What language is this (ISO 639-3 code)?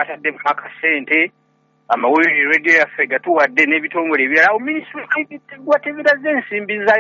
lug